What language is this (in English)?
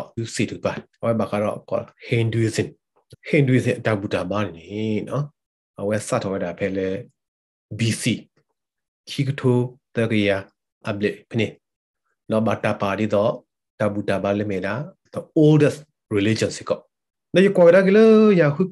Burmese